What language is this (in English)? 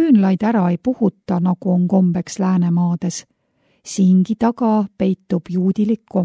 Estonian